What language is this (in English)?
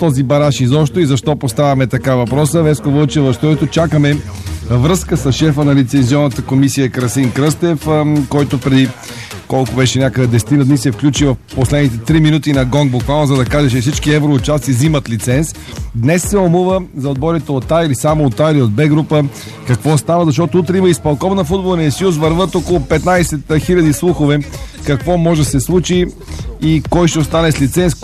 Bulgarian